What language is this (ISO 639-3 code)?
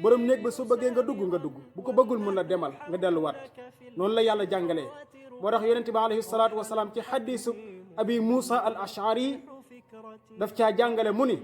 wol